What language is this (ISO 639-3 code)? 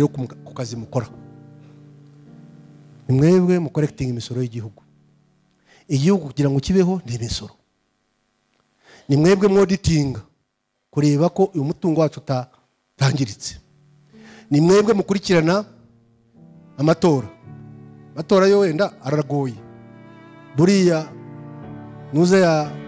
kin